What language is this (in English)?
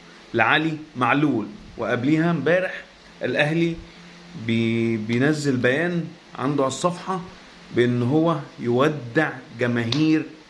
Egyptian Arabic